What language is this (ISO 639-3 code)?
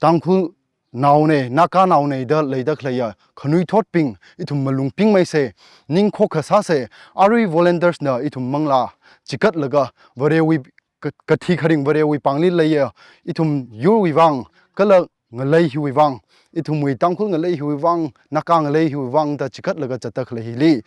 nmf